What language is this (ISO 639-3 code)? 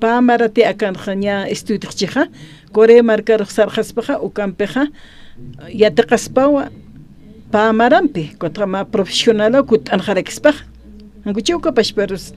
aym